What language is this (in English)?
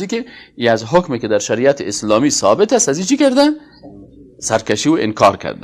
Persian